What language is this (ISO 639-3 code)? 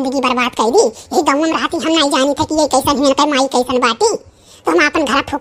awa